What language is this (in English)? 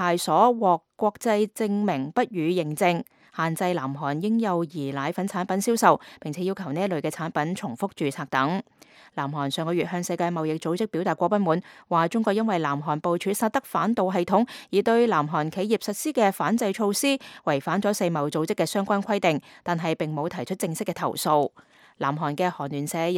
Cantonese